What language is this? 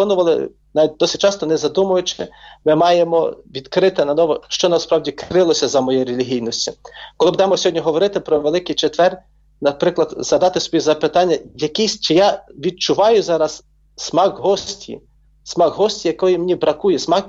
Ukrainian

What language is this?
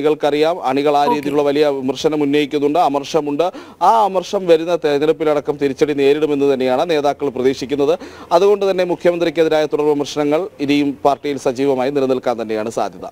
Malayalam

